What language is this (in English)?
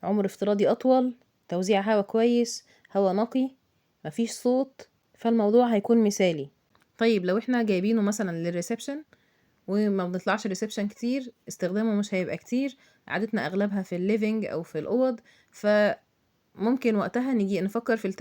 Egyptian Arabic